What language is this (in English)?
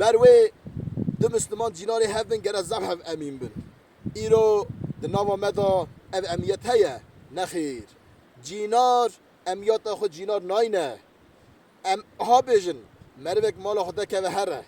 Kurdish